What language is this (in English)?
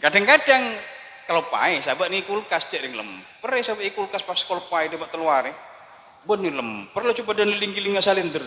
Madurese